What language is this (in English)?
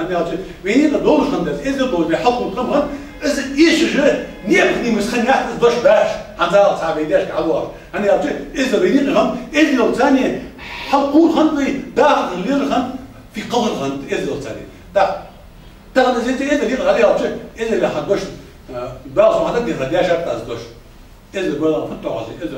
Ingush